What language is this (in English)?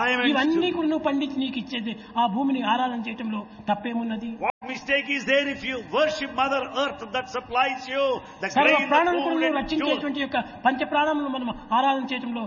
Telugu